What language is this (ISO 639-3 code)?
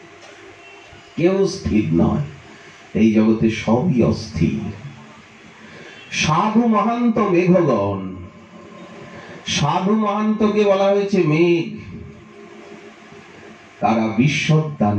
ben